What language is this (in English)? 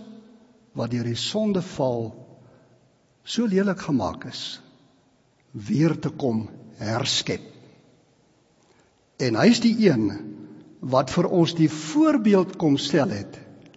Afrikaans